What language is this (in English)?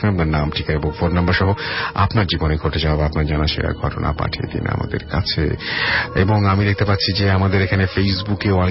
Bangla